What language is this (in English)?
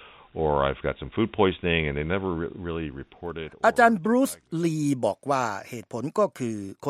Thai